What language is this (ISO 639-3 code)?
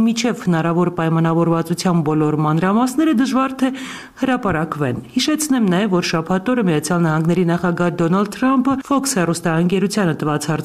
hye